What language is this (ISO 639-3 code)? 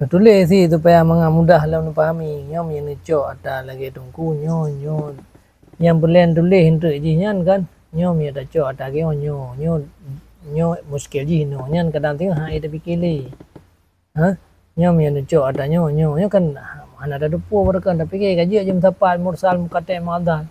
ace